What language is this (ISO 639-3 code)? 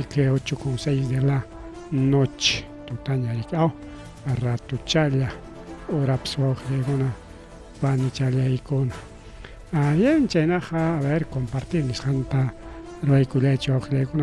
quy